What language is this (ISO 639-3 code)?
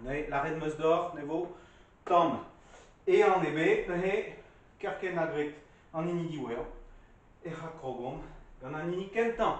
bre